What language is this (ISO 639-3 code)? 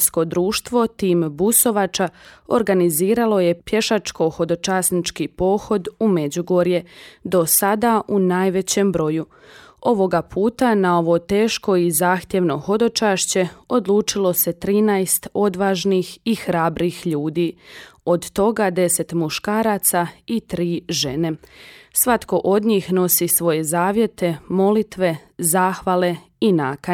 bos